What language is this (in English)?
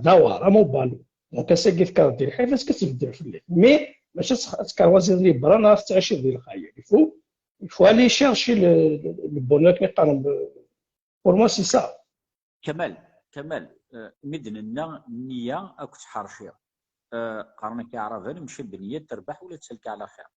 Kabyle